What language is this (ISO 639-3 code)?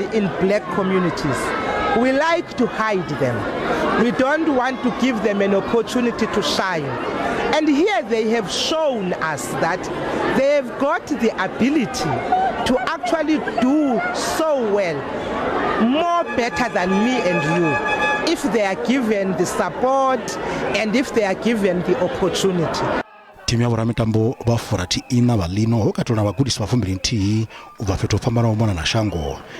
ven